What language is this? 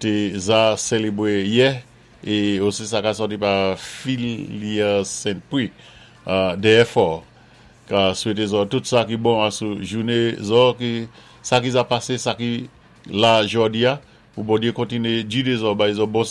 Saint Lucian Creole French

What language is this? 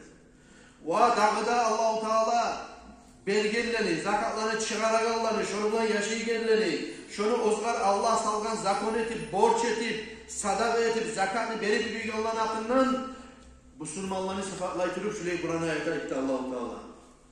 Kumyk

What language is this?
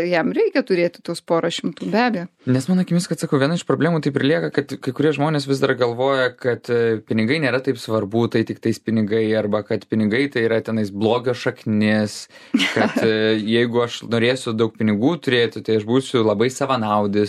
Lithuanian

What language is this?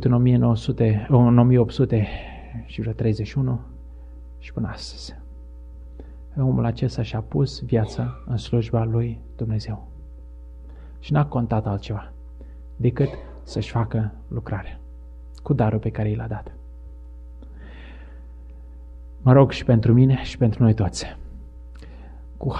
Romanian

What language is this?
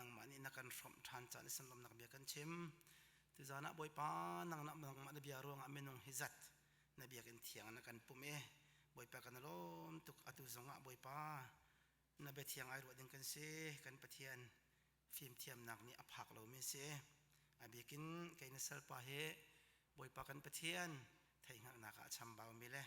Hakha Chin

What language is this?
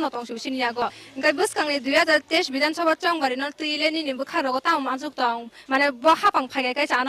Kok Borok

